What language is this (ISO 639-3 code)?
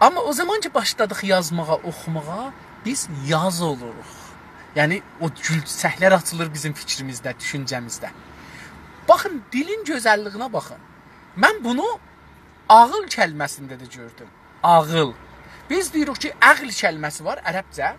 azb